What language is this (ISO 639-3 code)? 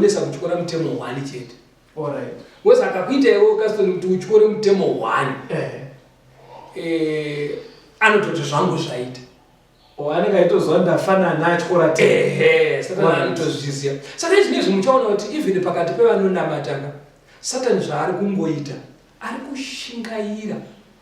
sna